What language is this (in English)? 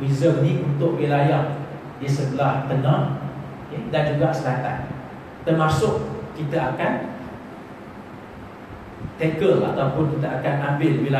Malay